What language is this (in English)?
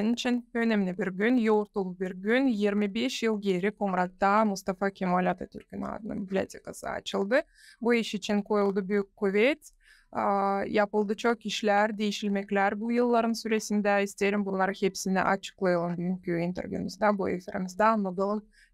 Gagauz